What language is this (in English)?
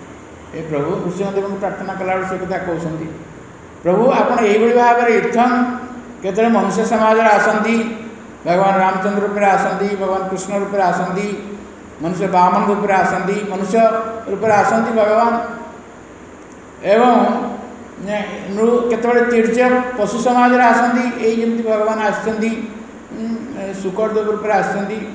Odia